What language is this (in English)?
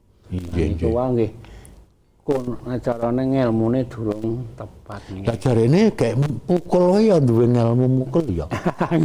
Javanese